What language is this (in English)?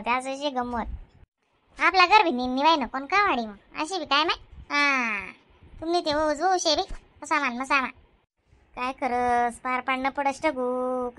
Khandesi